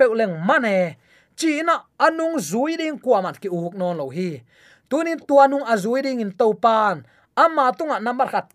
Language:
Tedim Chin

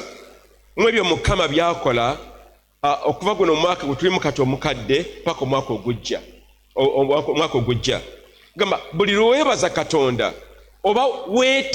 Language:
Ganda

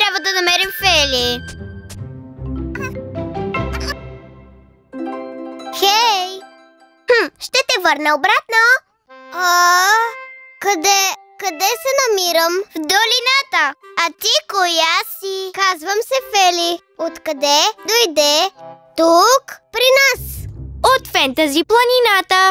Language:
Bulgarian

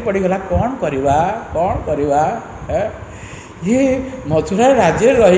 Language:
Odia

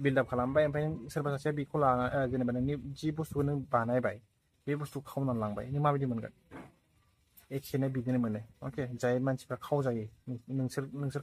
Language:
Bodo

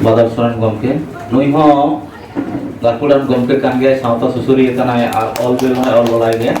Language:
Santali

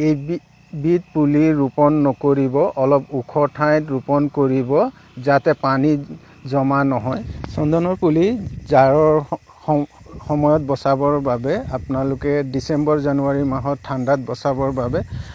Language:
Assamese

